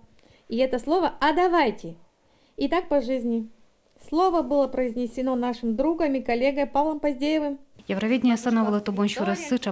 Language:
Udmurt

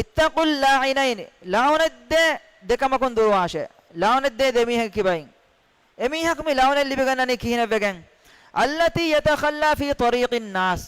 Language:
Divehi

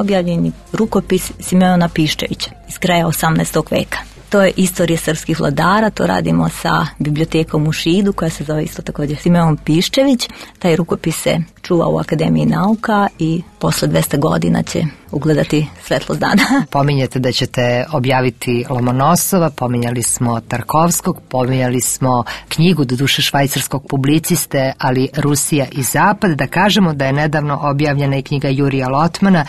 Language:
Serbian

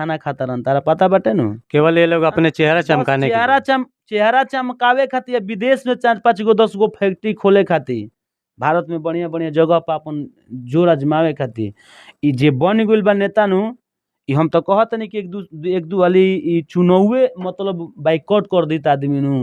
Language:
Bhojpuri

